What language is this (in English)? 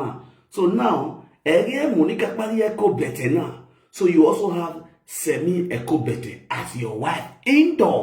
Nigerian Pidgin